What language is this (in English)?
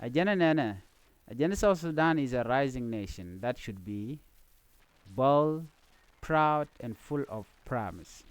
Nuer